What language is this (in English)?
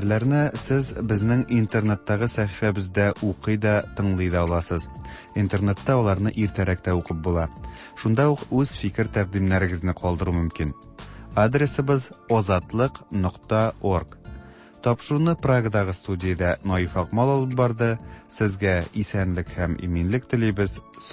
Tatar